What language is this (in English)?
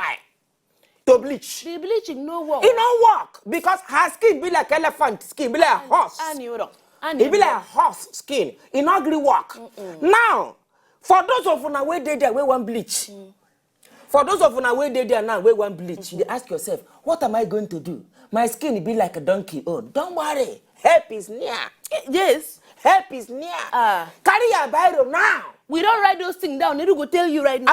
Nigerian Pidgin